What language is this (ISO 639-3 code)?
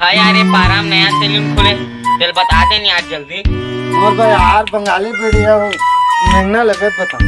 hne